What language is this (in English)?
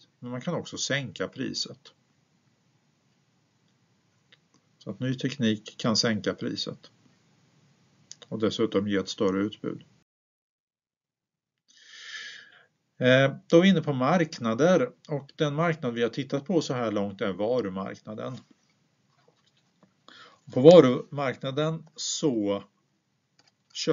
Swedish